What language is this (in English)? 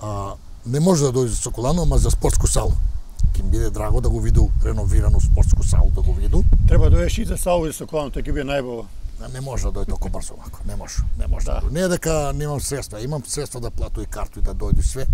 Macedonian